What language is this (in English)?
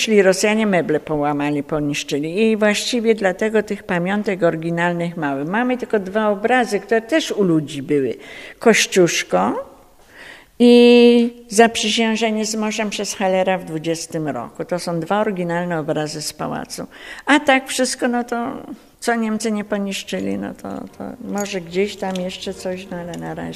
Polish